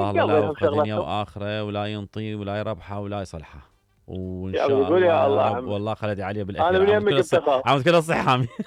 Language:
Mesopotamian Arabic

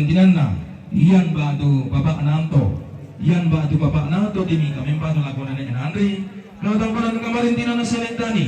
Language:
Toraja-Sa'dan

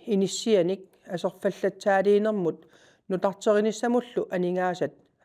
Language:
Kalaallisut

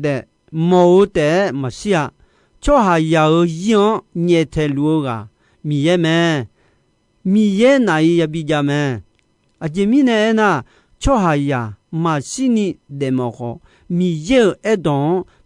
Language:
Akha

